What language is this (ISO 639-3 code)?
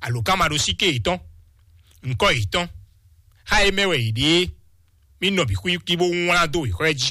fon